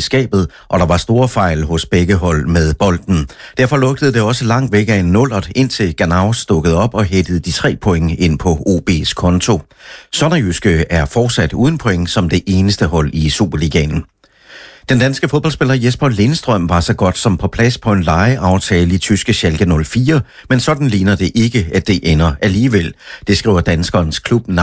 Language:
Danish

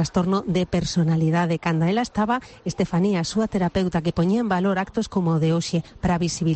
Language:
Galician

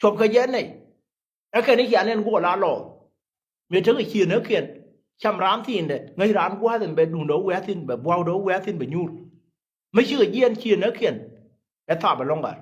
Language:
Nuer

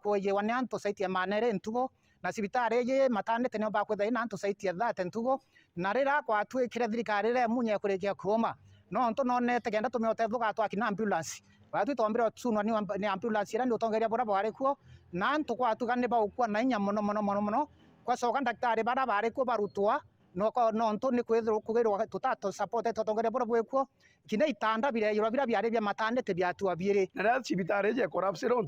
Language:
Meru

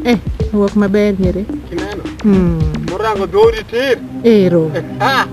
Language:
Luo (Kenya and Tanzania)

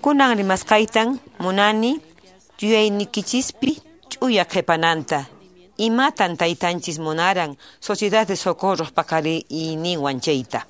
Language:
Quechua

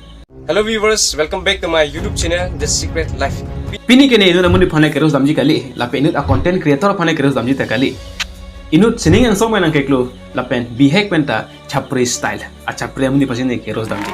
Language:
Karbi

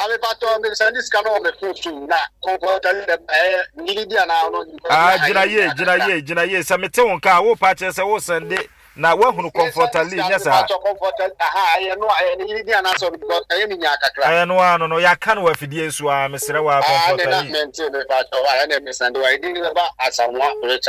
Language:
Akan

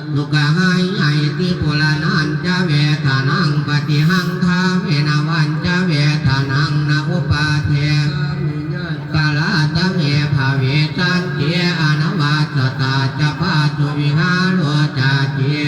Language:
Pali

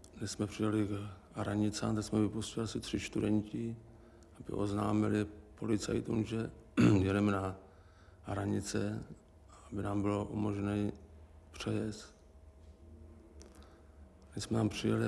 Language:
Czech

